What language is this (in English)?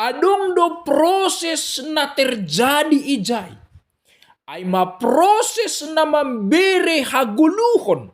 Batak Simalungun